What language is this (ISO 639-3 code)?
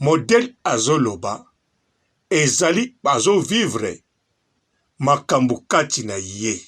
lin